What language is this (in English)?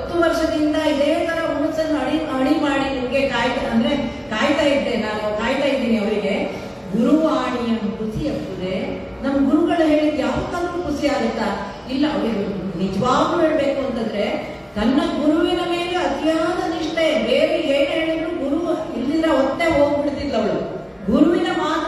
Kannada